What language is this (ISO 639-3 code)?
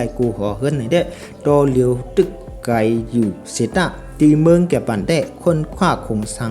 shn